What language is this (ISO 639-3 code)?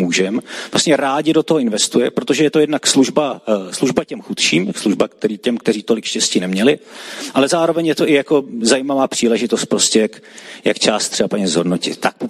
ces